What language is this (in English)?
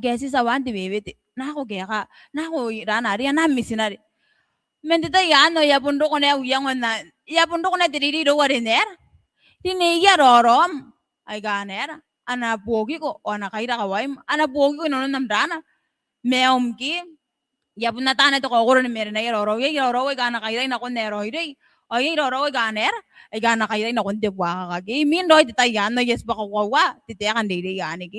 Gilbertese